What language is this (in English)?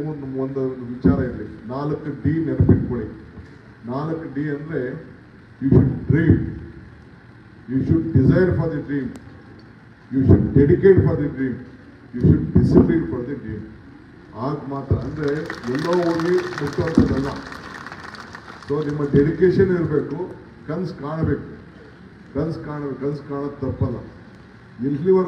Kannada